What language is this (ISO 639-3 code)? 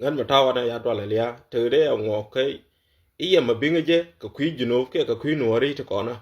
nus